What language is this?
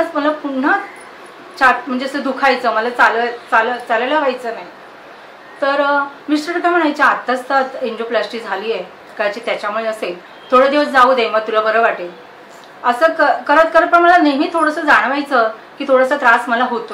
Marathi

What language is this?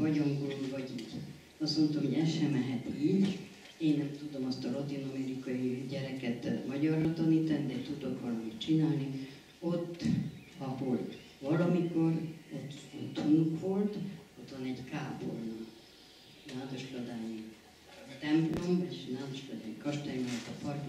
Hungarian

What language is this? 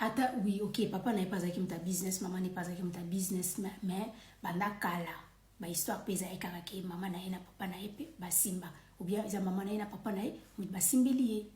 Lingala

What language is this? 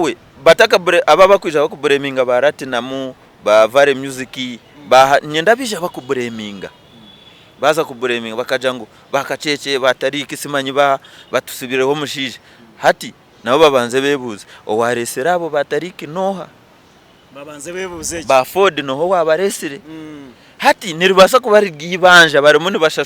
Nyankole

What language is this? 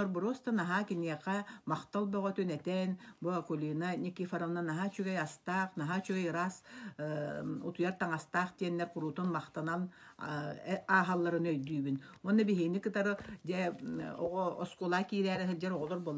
Yakut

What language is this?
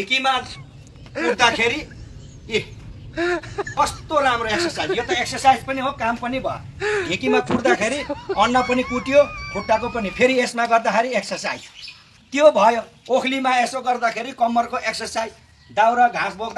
Nepali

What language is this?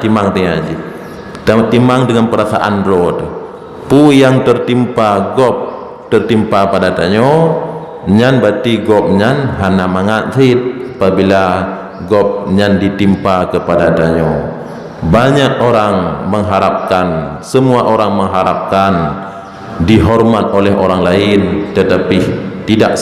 Achinese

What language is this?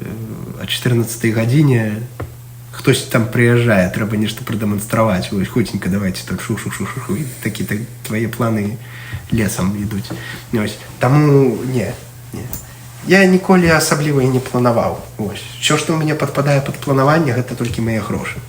Belarusian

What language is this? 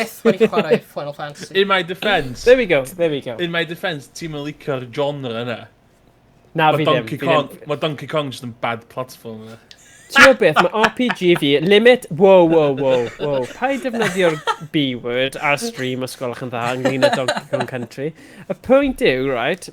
Welsh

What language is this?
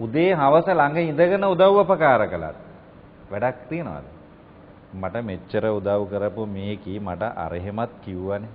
Sinhala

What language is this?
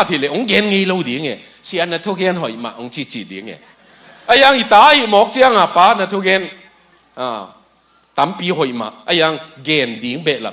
Tedim Chin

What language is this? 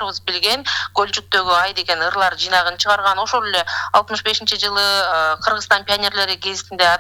Kyrgyz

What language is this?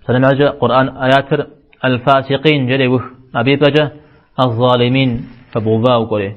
Kabardian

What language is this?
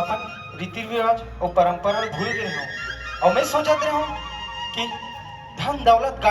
Chhattisgarhi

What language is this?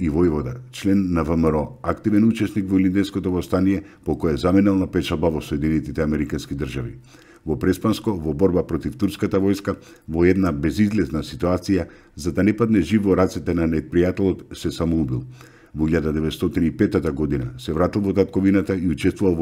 Macedonian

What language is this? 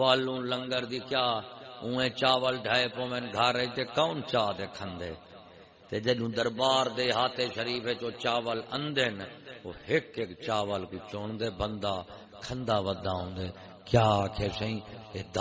Saraiki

